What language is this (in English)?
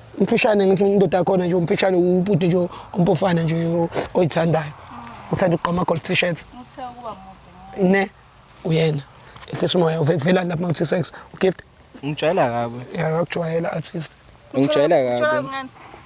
Zulu